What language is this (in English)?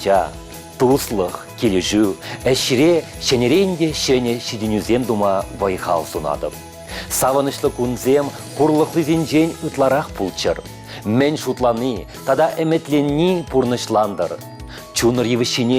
Chuvash